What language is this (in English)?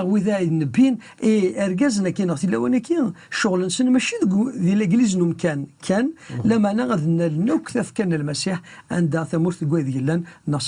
Kabyle